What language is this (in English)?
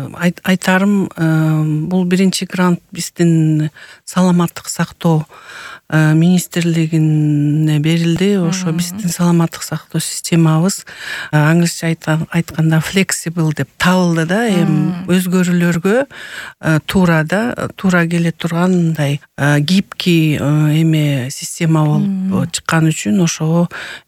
Kyrgyz